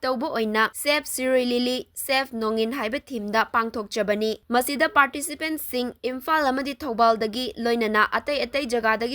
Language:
Manipuri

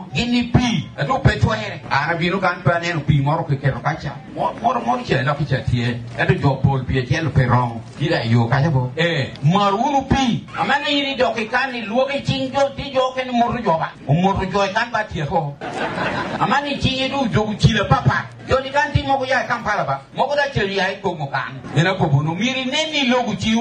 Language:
Lango (Uganda)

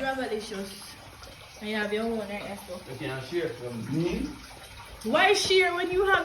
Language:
Jamaican Creole English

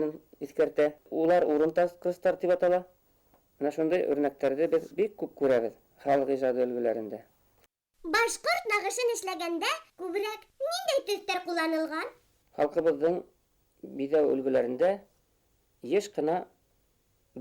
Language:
Bashkir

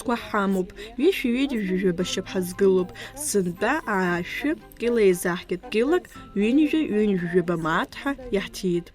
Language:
Abkhazian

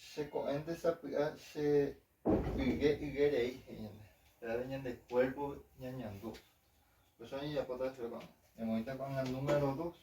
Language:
Guarani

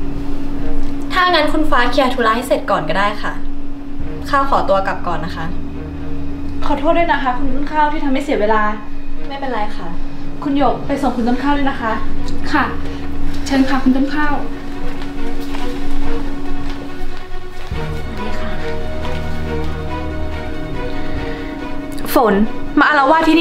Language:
Thai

